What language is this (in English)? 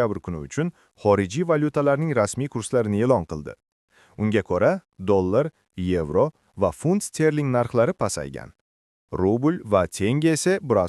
Uzbek